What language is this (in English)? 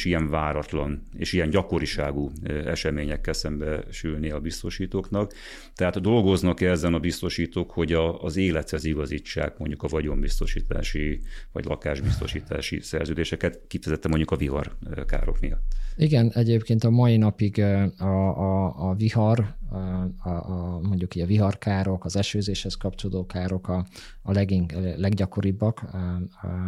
Hungarian